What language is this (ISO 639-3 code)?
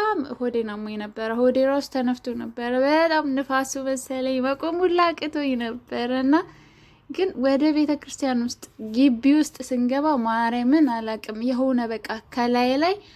amh